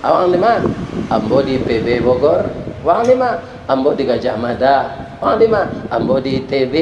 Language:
Minangkabau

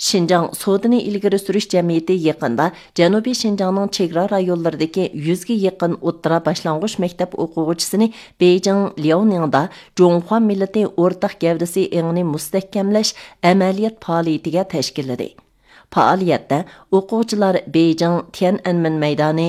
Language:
Uyghur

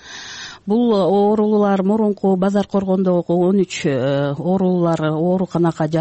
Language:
Kyrgyz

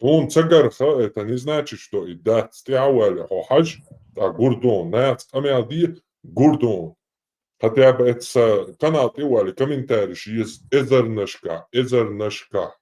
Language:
Chechen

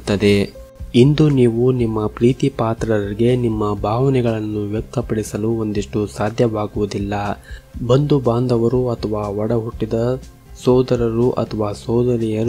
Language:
Kannada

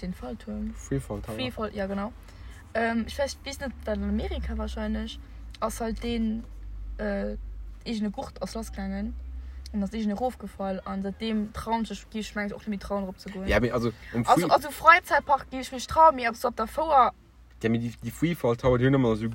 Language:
Luxembourgish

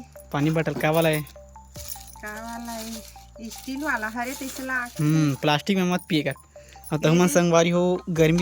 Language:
Chhattisgarhi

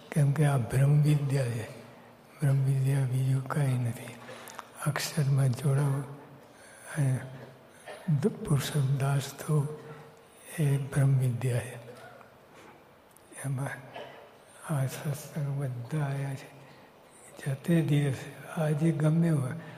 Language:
Gujarati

